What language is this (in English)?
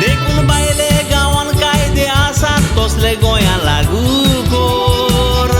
Konkani